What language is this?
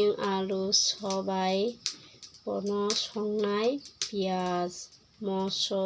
Kok Borok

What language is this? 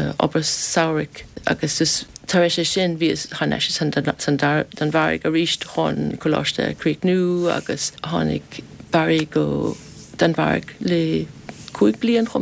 Irish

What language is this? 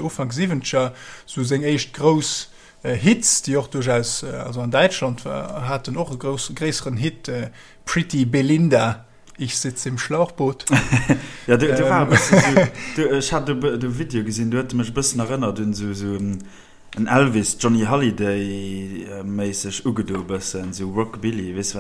Luxembourgish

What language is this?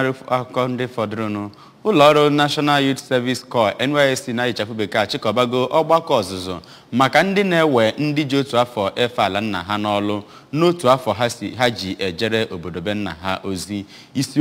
Igbo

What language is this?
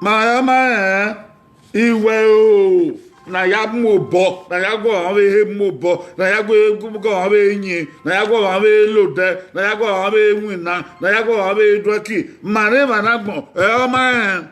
Bini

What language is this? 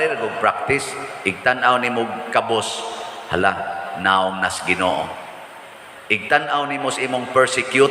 Cebuano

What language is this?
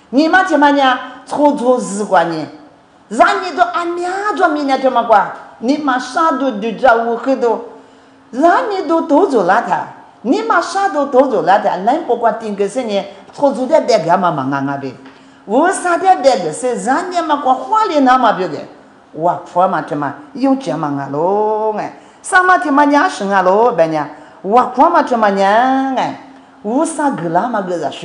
Lisu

